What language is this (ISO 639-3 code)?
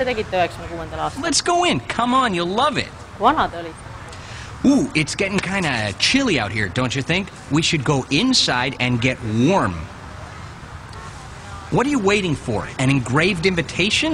est